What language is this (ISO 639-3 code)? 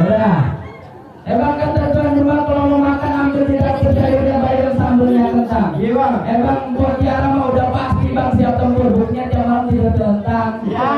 bew